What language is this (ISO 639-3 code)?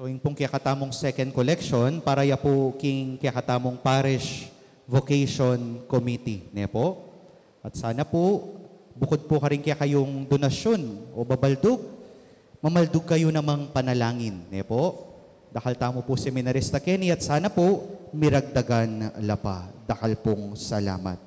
pam